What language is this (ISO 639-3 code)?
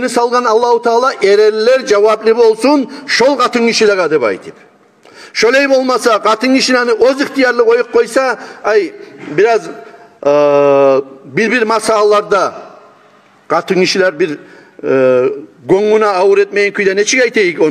kum